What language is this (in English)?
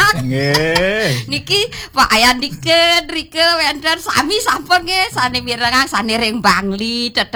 Balinese